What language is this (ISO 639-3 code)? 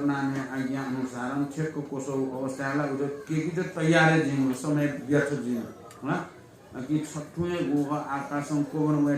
new